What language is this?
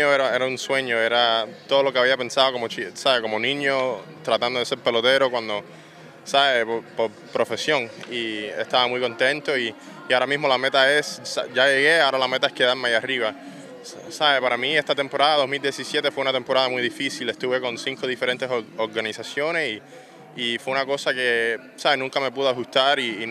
Spanish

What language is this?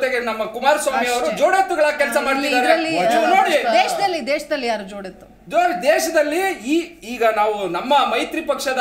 Kannada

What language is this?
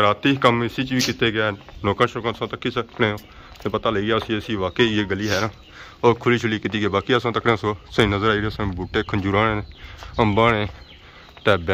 Pahari-Potwari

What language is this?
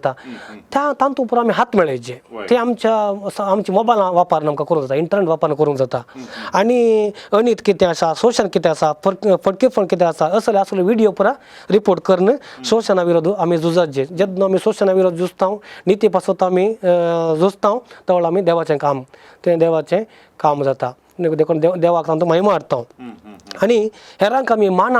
Konkani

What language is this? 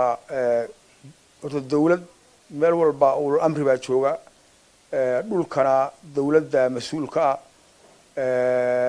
Somali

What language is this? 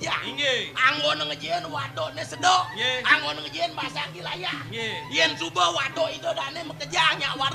Balinese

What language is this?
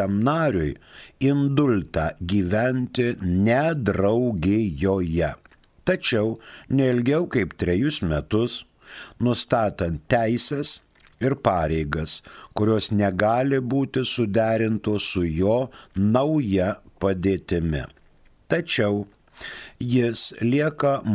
Lithuanian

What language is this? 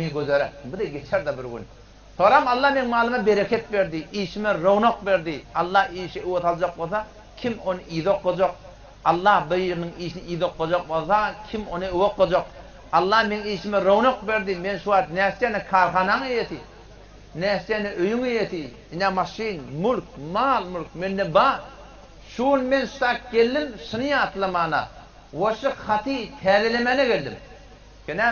Turkmen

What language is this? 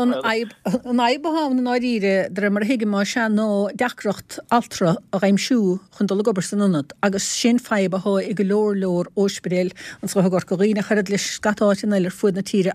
Irish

